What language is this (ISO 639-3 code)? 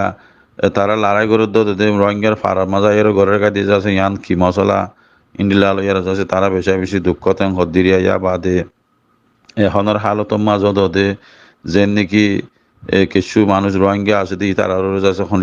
rhg